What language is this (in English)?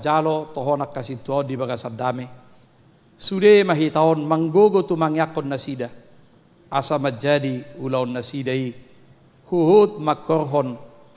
Batak Toba